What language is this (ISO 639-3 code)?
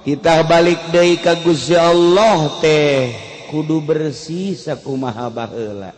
sun